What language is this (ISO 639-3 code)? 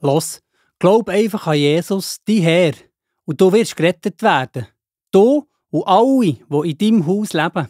gsw